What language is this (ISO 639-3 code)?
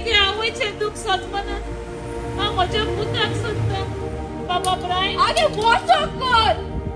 kok